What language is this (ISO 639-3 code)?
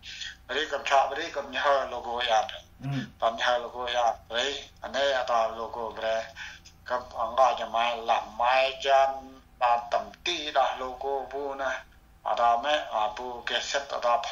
cmo